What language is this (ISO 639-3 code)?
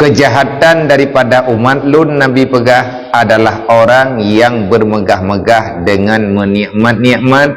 ace